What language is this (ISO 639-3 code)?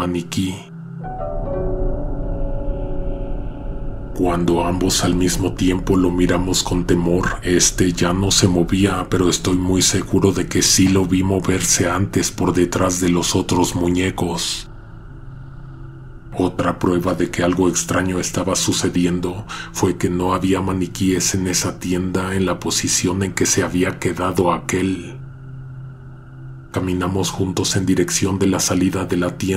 spa